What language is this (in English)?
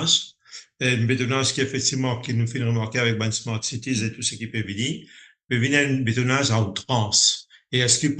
Morisyen